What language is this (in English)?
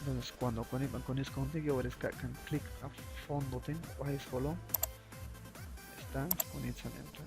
Chuj